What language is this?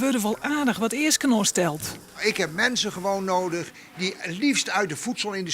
Western Frisian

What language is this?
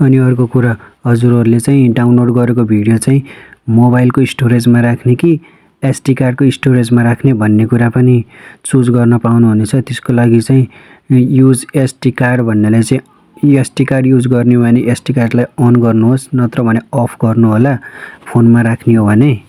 Nepali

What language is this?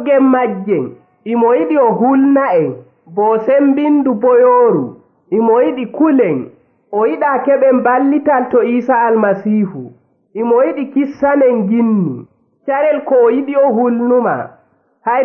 Nigerian Fulfulde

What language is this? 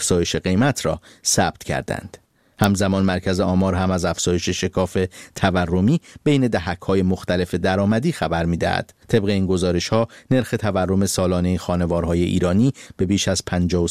Persian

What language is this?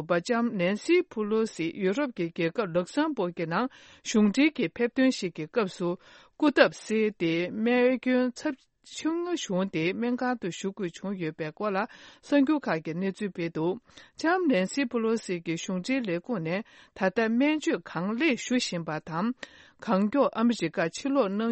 Tibetan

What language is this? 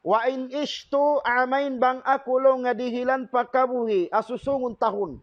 Tausug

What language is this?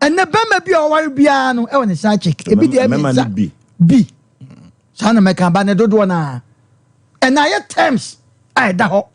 Akan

